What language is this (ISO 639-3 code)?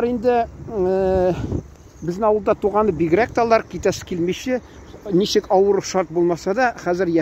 tat